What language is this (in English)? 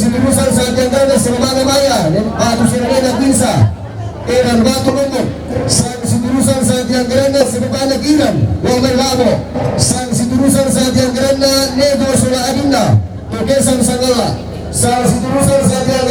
Toraja-Sa'dan